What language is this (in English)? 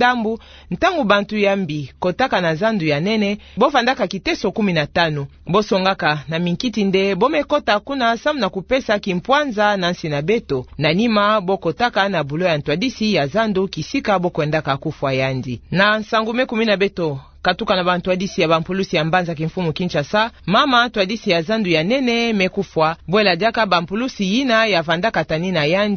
Kituba (Democratic Republic of Congo)